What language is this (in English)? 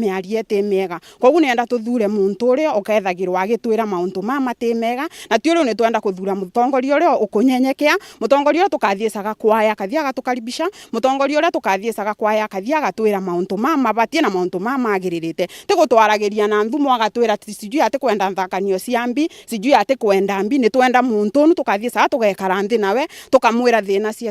Meru